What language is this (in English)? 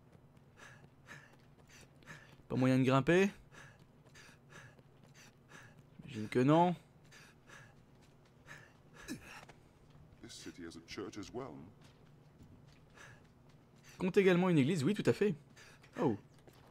French